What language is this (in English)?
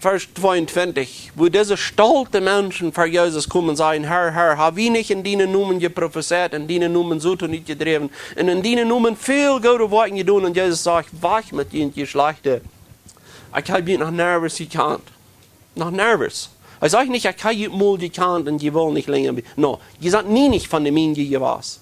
Plautdietsch